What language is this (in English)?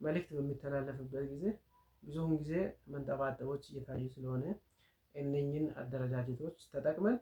Amharic